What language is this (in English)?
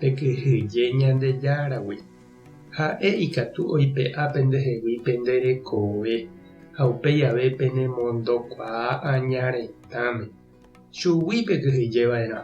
Guarani